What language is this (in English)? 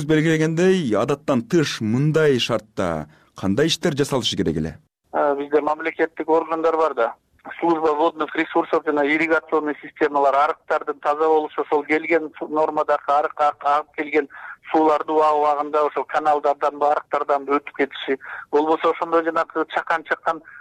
Kyrgyz